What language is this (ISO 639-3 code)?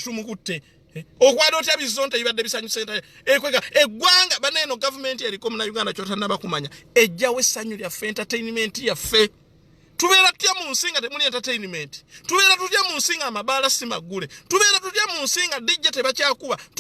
lug